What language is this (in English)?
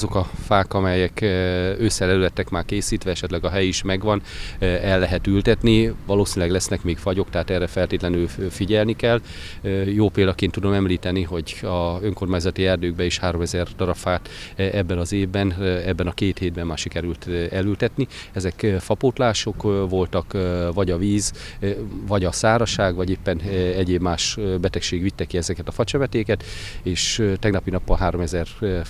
Hungarian